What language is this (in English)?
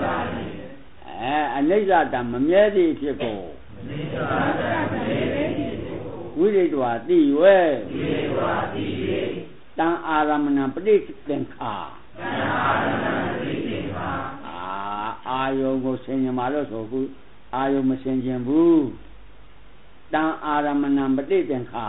Burmese